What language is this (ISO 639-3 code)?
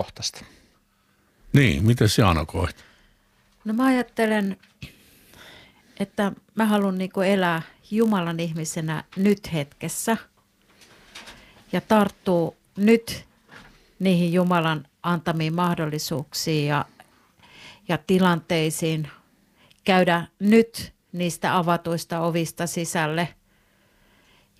fin